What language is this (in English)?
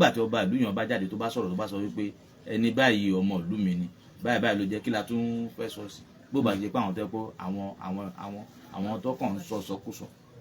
Yoruba